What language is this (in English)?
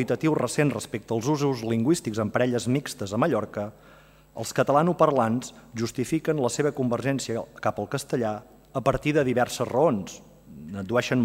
Catalan